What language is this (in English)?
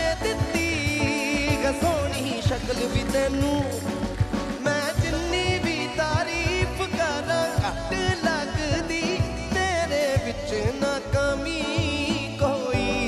Punjabi